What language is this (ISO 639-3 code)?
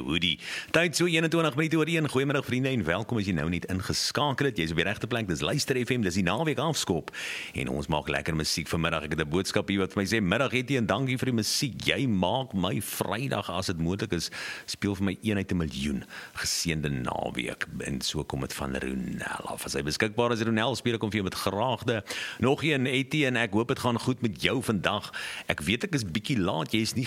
afr